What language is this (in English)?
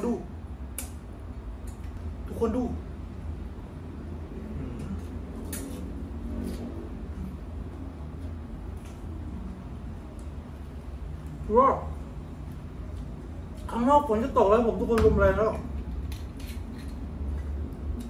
Thai